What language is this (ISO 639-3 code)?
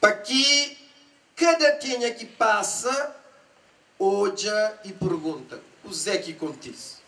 kea